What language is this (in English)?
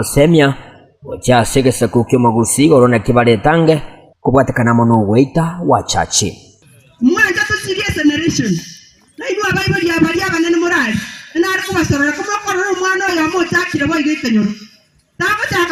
Gusii